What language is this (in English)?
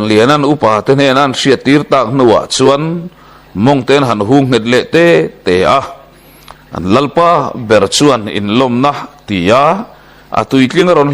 Mizo